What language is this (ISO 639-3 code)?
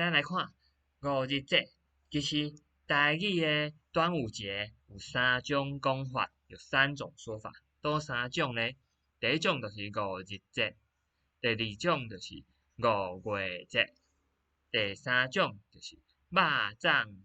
nan